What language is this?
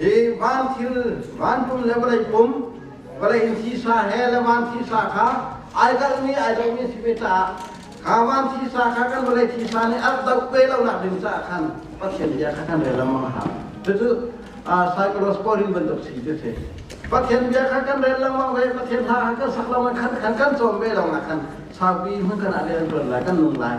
Hakha Chin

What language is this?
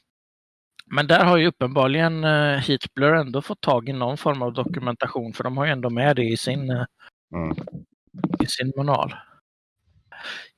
Swedish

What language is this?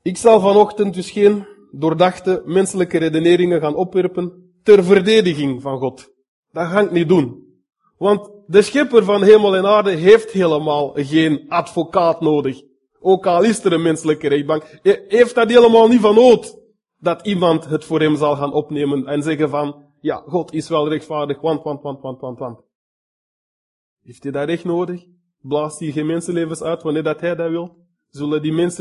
Dutch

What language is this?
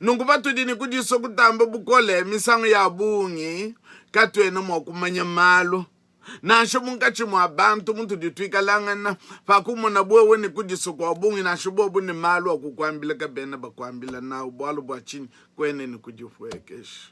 Luba-Lulua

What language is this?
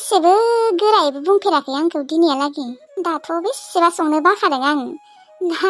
Bodo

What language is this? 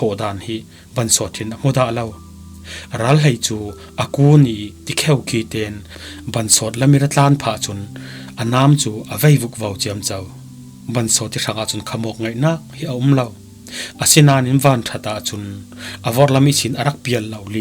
Falam Chin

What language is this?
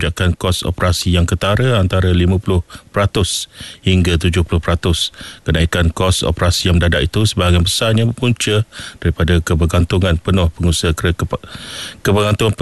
Malay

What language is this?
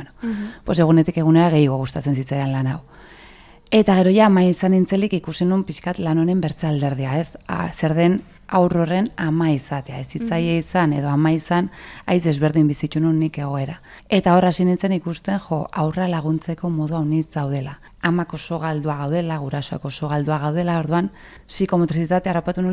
Basque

